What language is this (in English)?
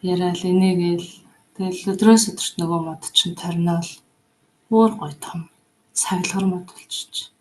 Mongolian